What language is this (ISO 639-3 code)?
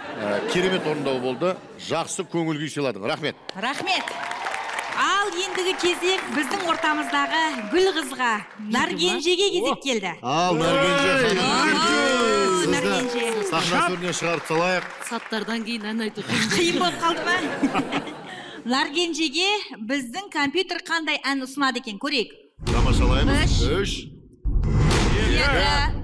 kaz